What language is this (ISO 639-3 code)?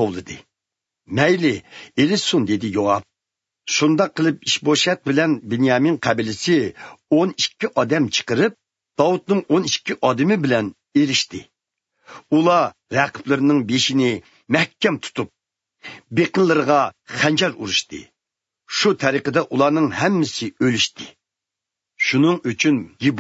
uig